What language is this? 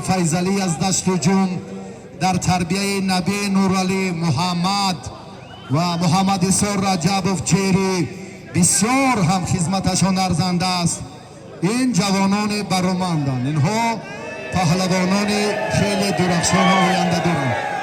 Tajik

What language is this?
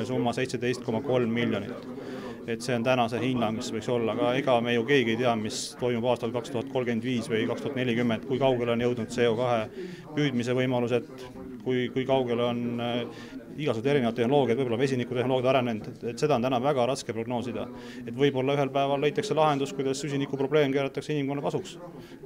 Estonian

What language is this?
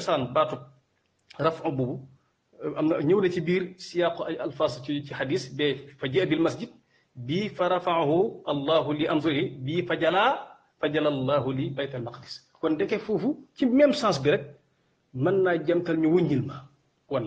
Wolof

